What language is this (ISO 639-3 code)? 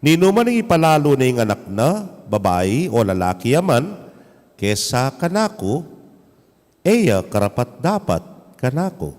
pam